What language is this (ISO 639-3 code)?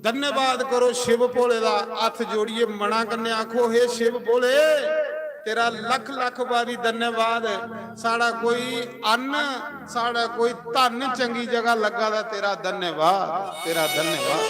doi